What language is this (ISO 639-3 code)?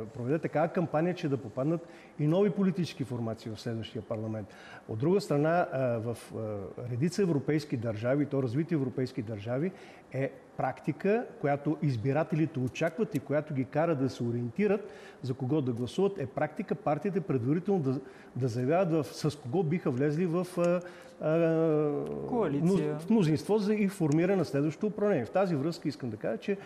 bul